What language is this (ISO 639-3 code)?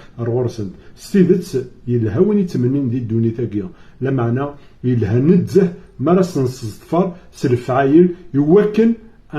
kab